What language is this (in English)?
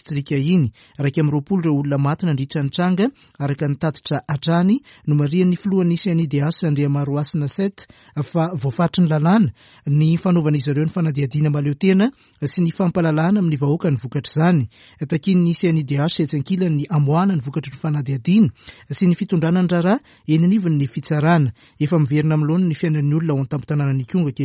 Malagasy